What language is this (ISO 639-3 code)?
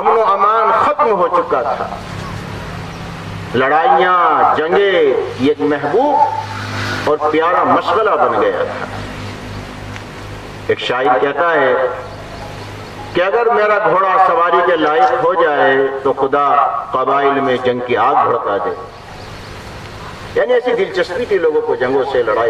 urd